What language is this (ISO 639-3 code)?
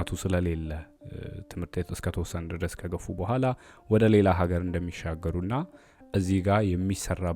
amh